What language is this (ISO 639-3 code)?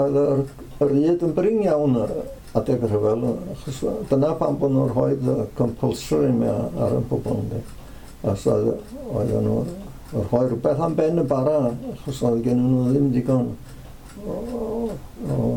cym